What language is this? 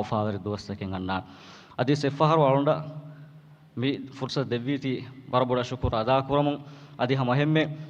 Divehi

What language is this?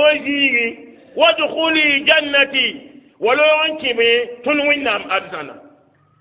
Mossi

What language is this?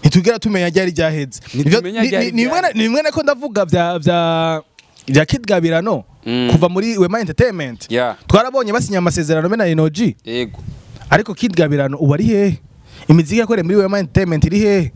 Rundi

